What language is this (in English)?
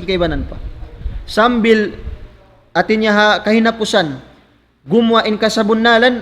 Tausug